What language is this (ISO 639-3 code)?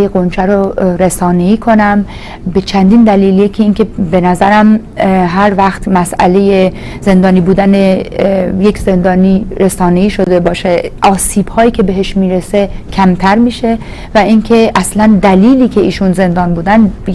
fas